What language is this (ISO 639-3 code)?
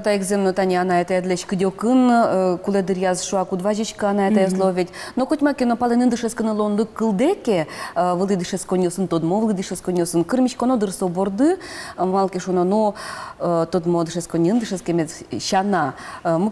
udm